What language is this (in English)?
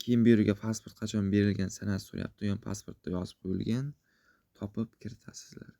Uzbek